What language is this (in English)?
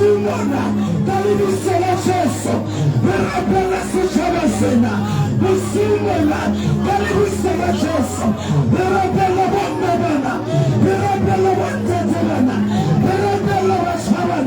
Southern Sotho